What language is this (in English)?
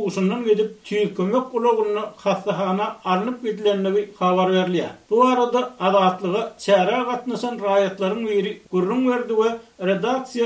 Turkmen